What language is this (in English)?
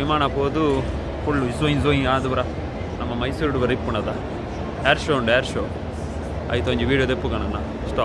Tulu